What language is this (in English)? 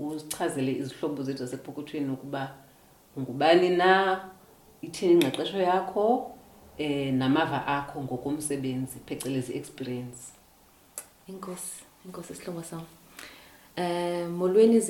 Xhosa